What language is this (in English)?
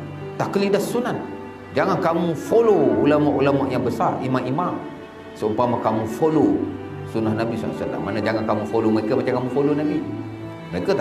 Malay